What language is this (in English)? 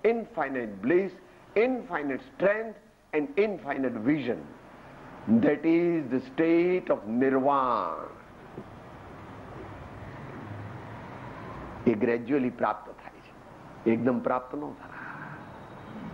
Gujarati